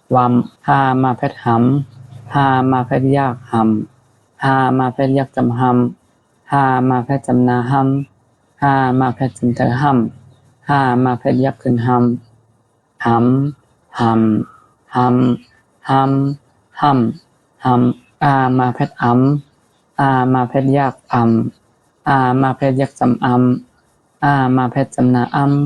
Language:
Shan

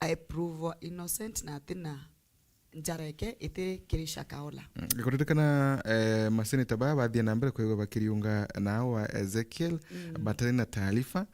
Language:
Meru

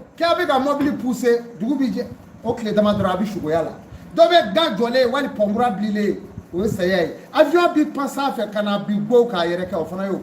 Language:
Bambara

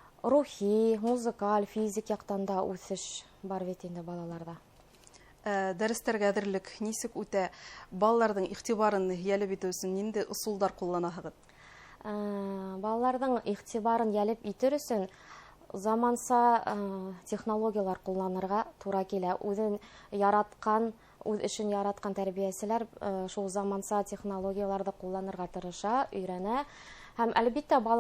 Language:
Bashkir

